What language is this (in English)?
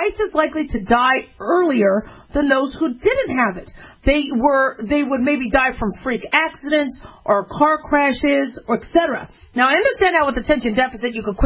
English